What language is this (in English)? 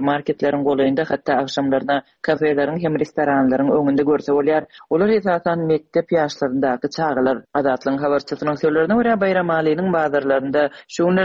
Turkmen